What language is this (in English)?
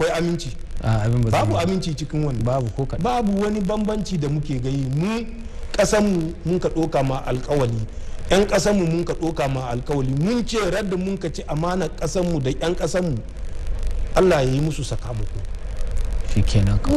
Hausa